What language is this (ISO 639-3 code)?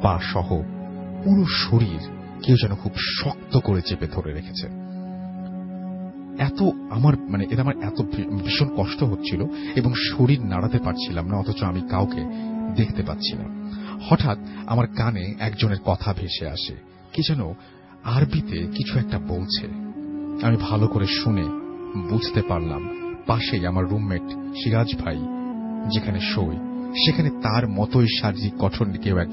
ben